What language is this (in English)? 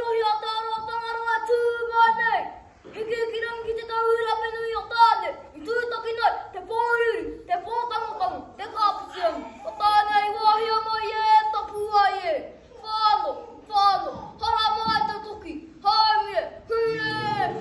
Māori